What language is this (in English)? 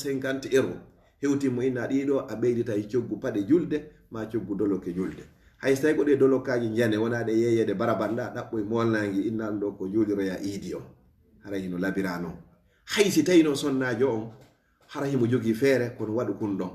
Fula